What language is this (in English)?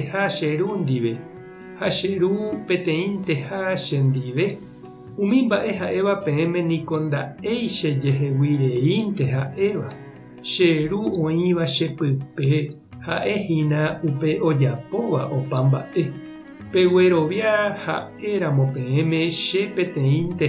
Guarani